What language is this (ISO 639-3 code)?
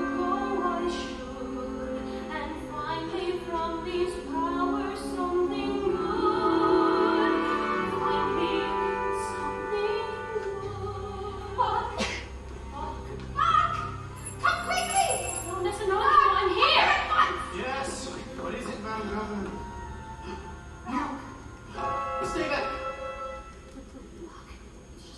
eng